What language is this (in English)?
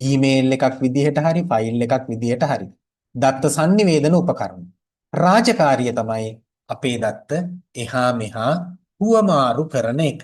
Sinhala